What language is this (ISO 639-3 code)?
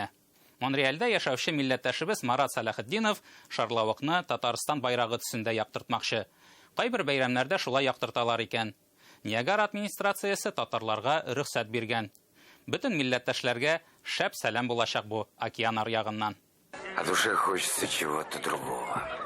tat